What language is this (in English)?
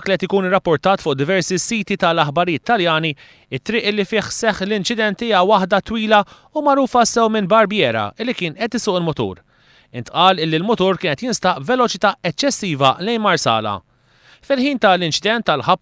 Maltese